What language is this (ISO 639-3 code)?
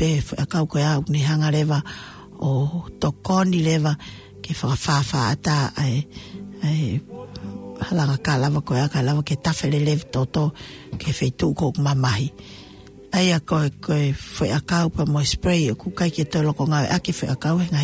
ton